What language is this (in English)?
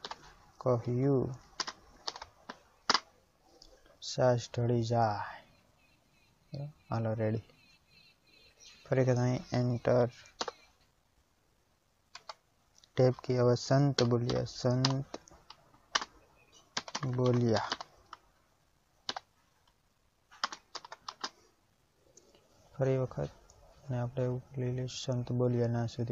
Gujarati